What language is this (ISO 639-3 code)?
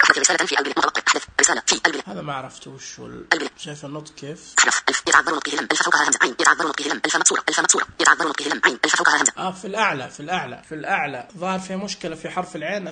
ars